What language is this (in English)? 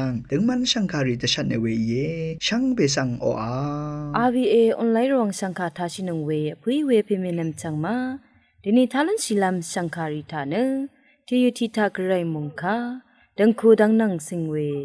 Rawang